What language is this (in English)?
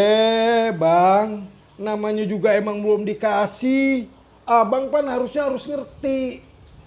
Betawi